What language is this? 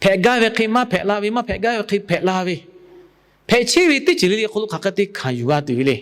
Lahu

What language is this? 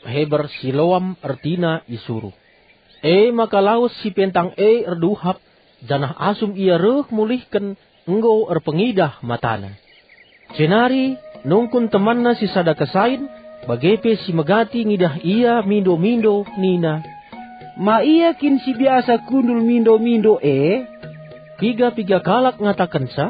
Batak Karo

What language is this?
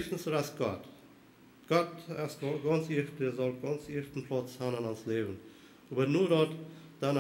Plautdietsch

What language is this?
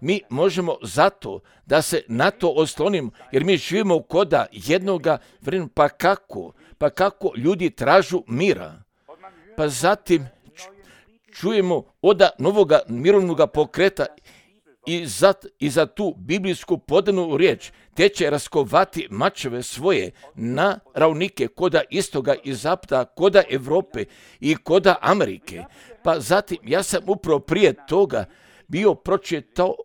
Croatian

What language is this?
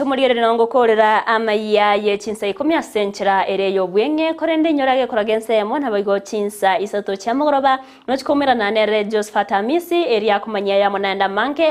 Gusii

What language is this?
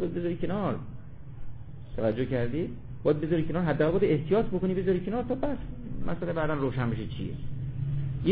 Persian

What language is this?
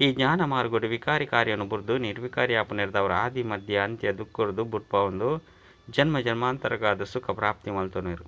Tulu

